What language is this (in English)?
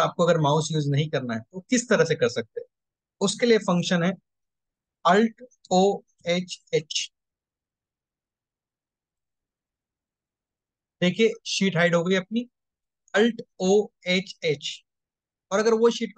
Hindi